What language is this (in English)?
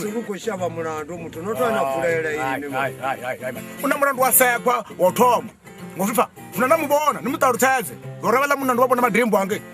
Venda